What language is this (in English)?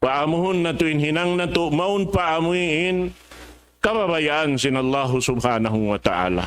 Tausug